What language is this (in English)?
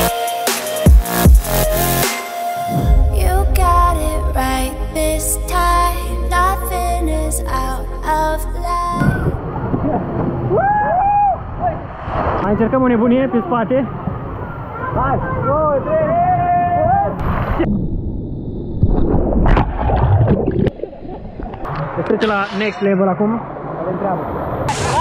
Romanian